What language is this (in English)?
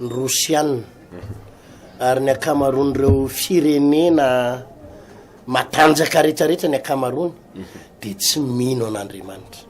Malagasy